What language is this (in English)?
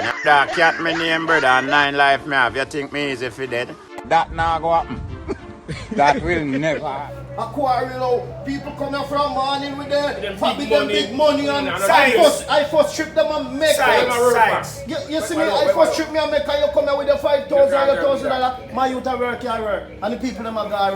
Jamaican Creole English